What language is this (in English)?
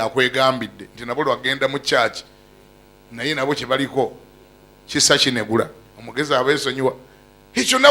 Ganda